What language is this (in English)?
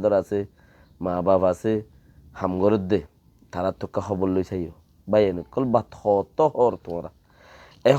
Rohingya